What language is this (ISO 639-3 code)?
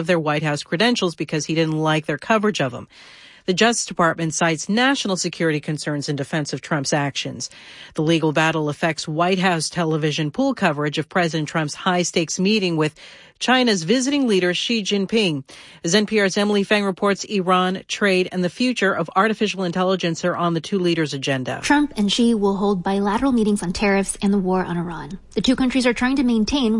eng